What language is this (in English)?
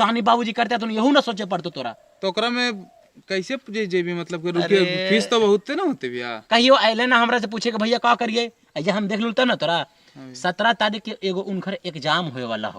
Magahi